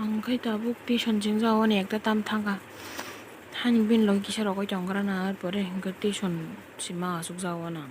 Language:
Kok Borok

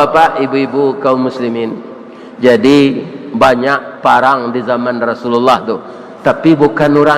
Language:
Minangkabau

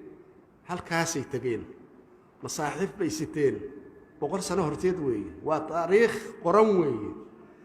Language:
Somali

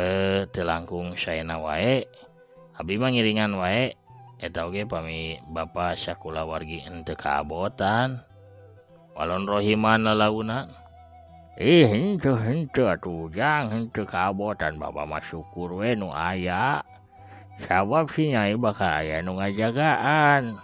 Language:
Sundanese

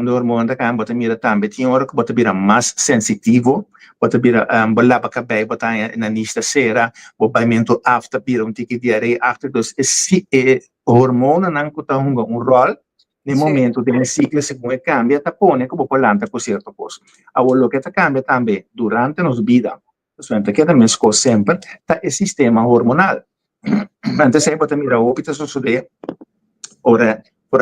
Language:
Papiamento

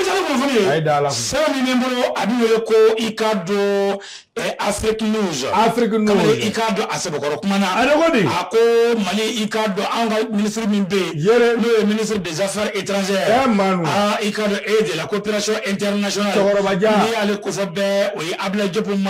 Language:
Bambara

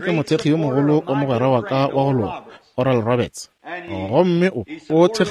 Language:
Northern Sotho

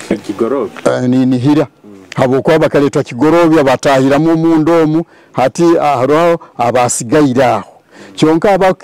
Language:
Nyoro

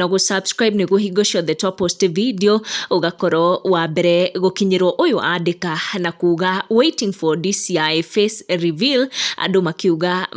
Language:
Kikuyu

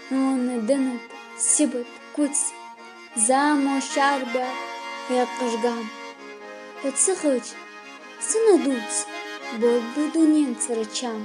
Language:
Ingush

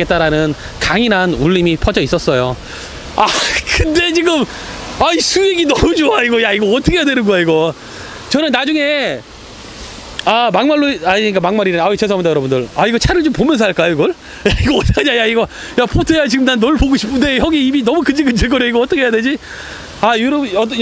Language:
Korean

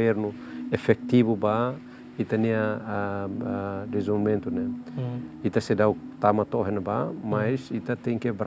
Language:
Tetum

